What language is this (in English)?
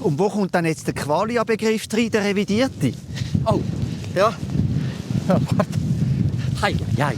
Swiss German